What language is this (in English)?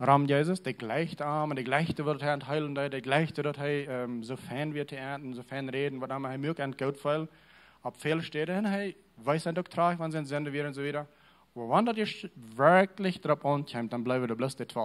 Plautdietsch